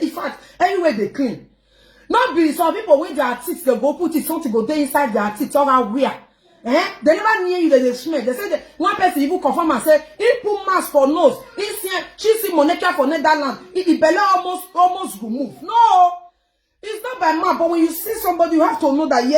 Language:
Nigerian Pidgin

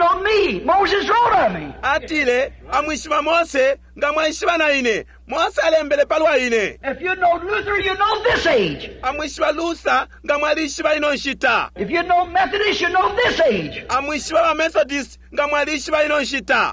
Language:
Bemba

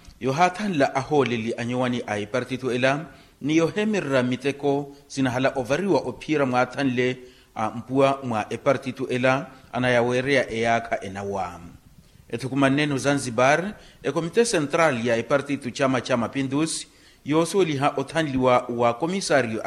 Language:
Makhuwa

